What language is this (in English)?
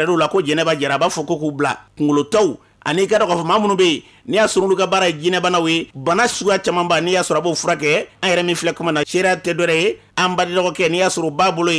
Bambara